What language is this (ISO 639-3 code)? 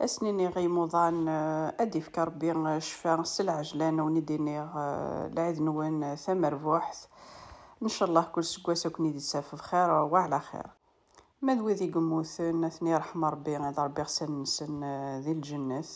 kab